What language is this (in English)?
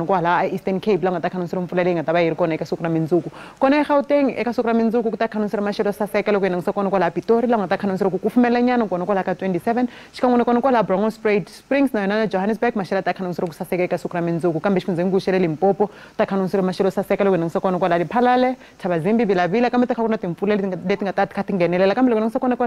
Tsonga